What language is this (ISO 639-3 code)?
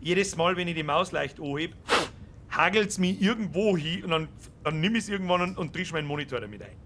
bar